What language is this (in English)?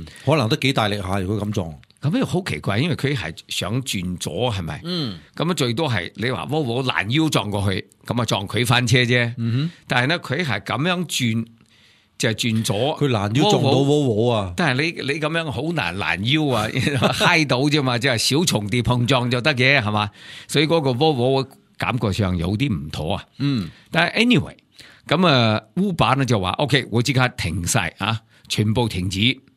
Cantonese